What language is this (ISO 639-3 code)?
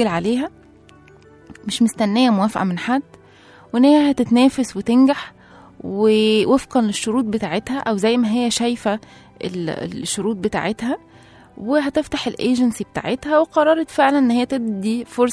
arz